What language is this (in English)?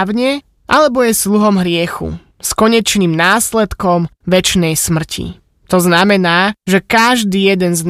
Slovak